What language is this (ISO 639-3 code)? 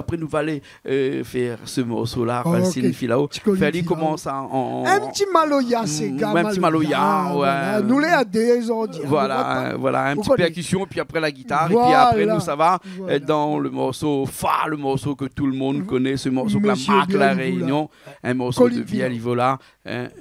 rcf